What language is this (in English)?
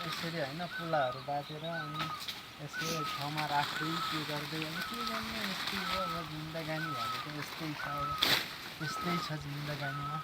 Nepali